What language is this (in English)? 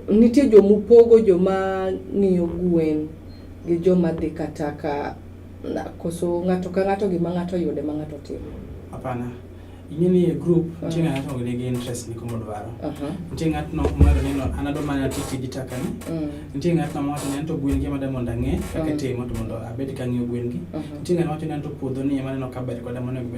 Luo (Kenya and Tanzania)